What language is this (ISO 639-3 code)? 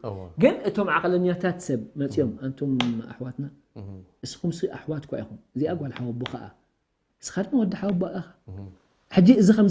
tir